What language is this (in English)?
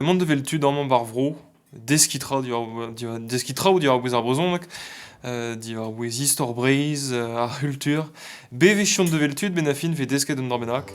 Breton